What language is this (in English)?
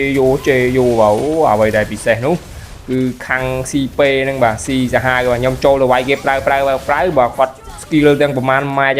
Khmer